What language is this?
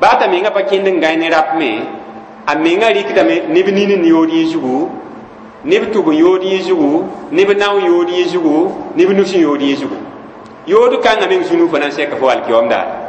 Mossi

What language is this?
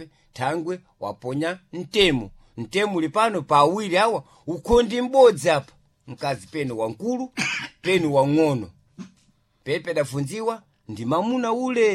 Sena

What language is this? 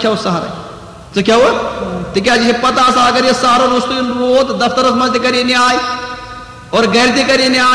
Kashmiri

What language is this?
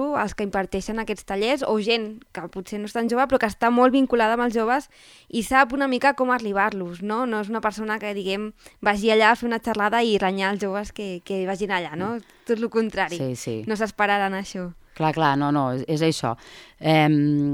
Catalan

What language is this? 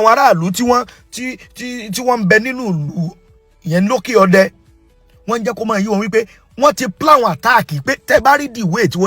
Yoruba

